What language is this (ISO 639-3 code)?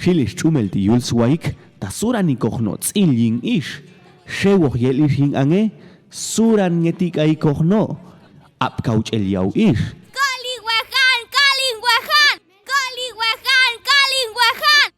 jac